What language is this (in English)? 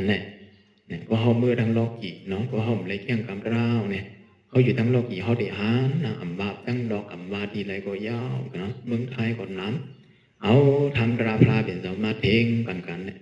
Shan